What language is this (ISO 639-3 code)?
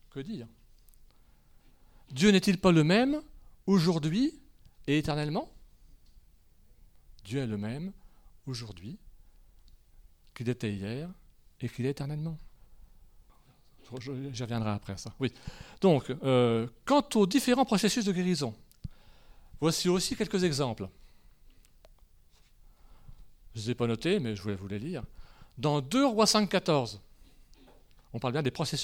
fra